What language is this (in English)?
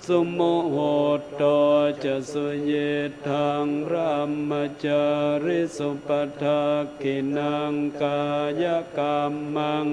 Pali